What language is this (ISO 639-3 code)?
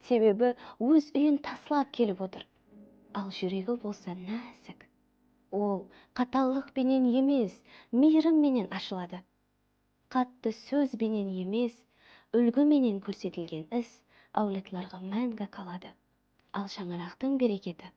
kaa